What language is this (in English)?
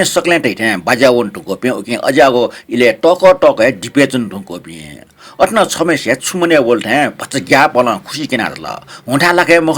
Newari